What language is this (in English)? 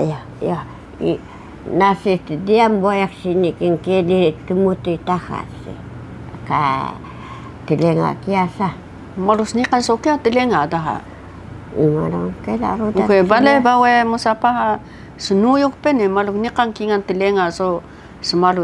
Taroko